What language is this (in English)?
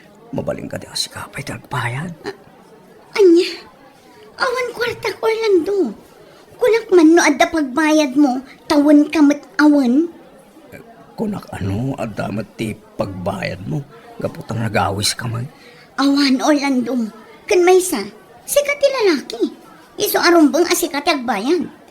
Iloko